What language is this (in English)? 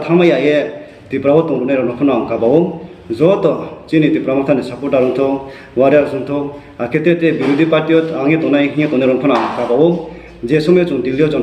Riang (India)